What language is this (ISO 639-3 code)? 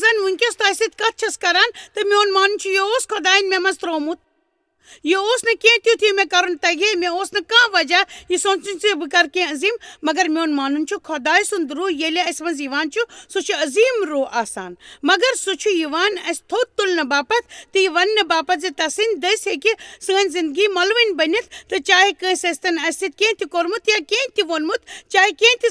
kas